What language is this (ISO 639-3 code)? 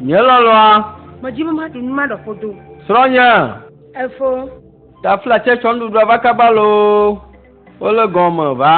ewe